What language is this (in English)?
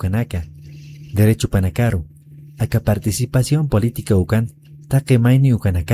Aymara